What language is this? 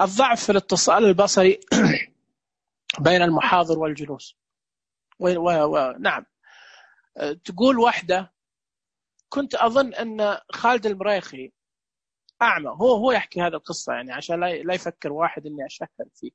Najdi Arabic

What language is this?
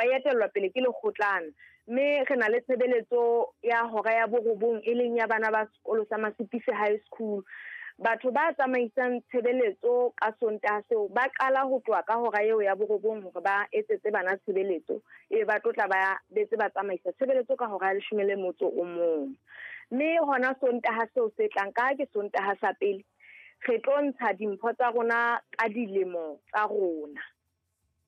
Southern Sotho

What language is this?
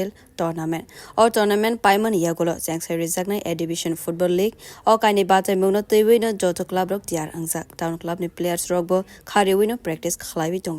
Kok Borok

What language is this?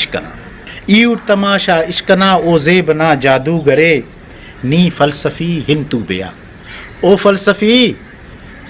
Brahui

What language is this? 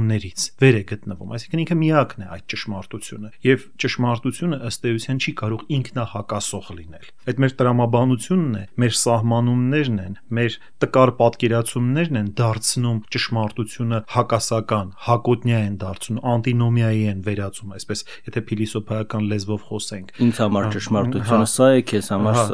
Armenian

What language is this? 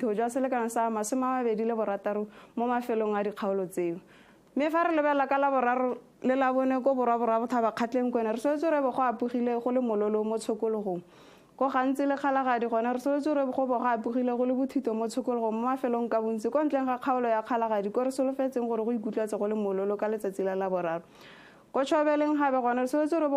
Tswana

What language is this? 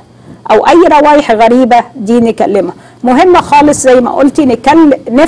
Egyptian Arabic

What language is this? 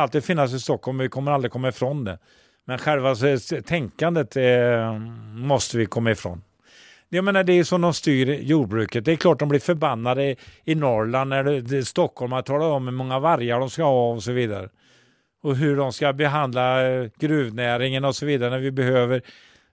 Swedish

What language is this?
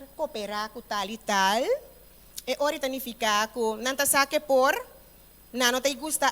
Papiamento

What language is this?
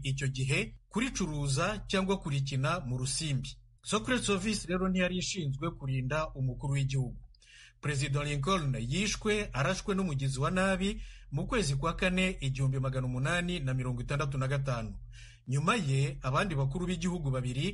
Kinyarwanda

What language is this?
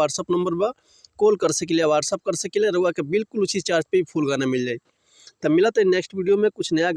Bhojpuri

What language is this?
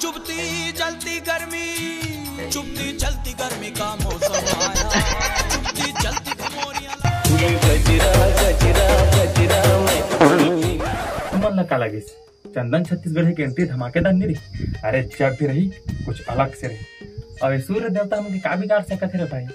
Chhattisgarhi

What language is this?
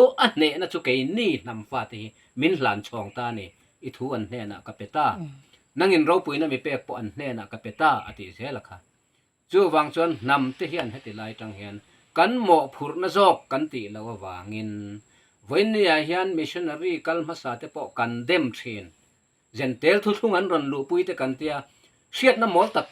Mizo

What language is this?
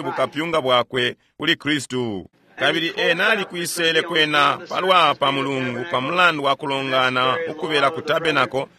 Bemba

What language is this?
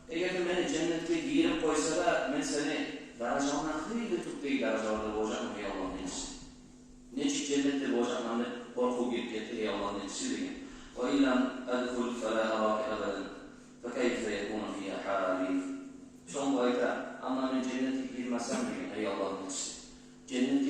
Kumyk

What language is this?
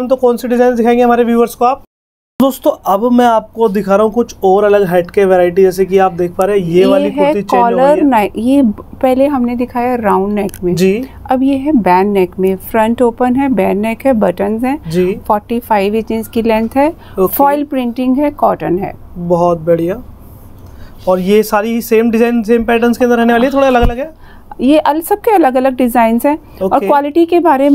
Hindi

